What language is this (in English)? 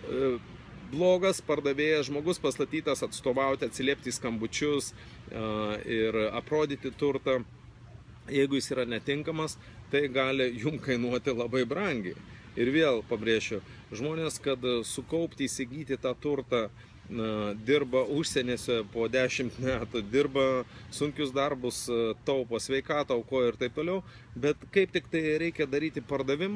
Lithuanian